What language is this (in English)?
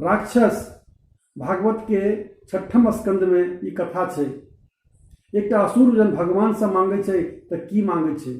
Maithili